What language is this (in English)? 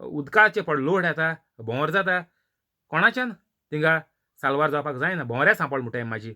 Konkani